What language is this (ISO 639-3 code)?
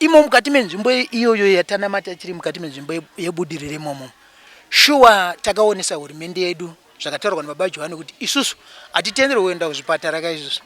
sna